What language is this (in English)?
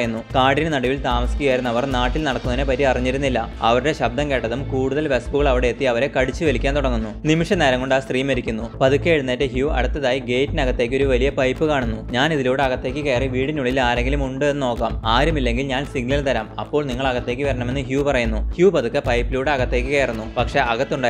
Malayalam